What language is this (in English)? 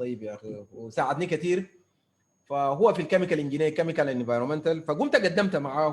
Sudanese Arabic